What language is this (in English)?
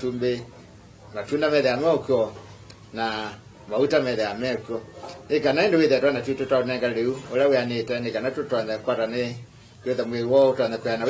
Kamba